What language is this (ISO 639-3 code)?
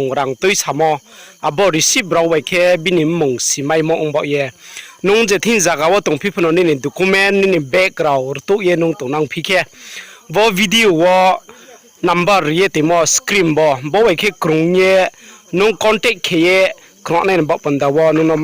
ria